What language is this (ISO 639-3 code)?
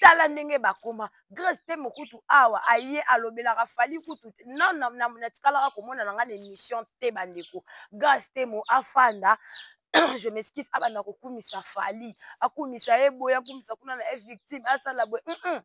lin